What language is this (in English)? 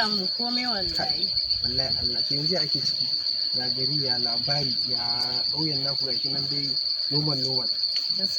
Hausa